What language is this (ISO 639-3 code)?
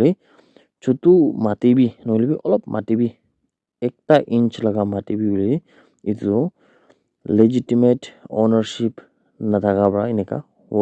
nag